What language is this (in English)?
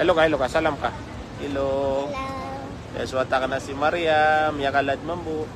Maranao